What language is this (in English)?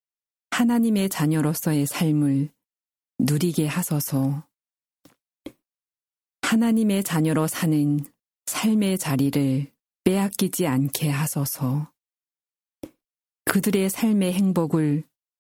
Korean